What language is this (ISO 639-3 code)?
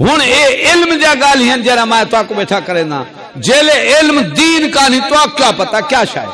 skr